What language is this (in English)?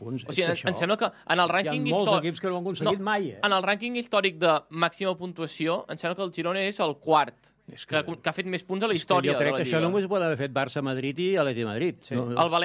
Catalan